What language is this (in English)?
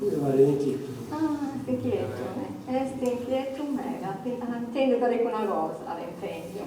Sardinian